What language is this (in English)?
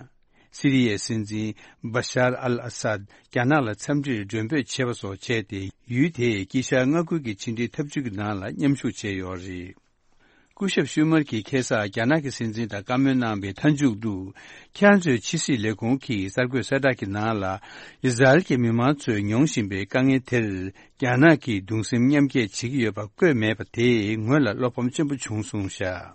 Tibetan